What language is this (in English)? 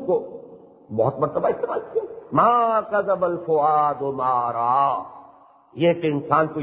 Urdu